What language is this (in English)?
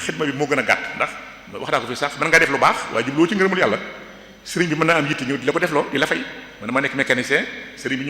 Wolof